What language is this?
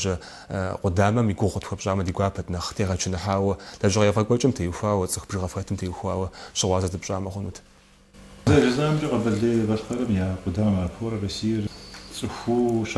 Kabardian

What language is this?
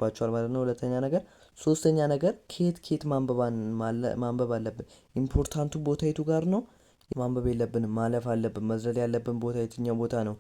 Amharic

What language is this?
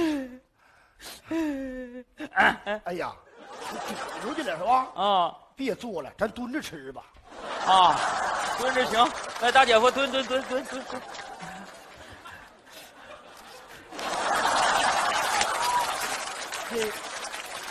Chinese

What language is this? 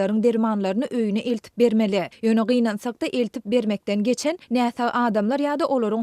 Turkmen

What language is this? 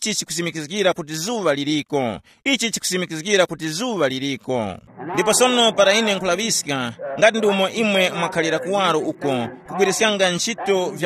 Tumbuka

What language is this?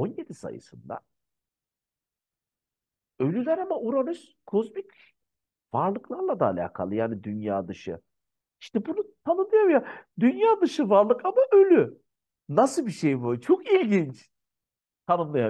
Turkish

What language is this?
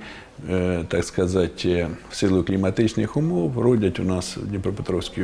Ukrainian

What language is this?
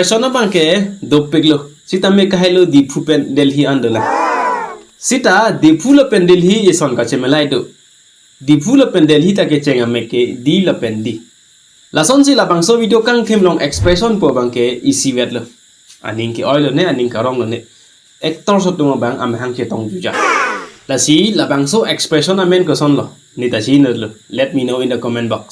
Karbi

